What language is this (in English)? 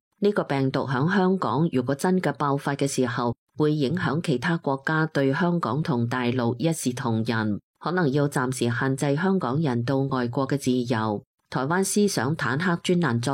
Cantonese